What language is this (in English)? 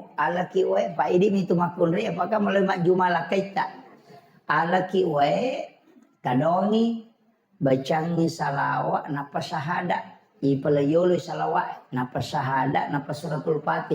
Buginese